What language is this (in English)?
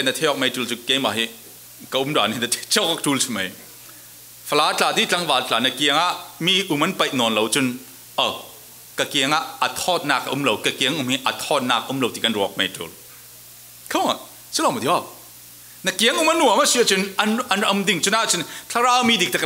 Falam Chin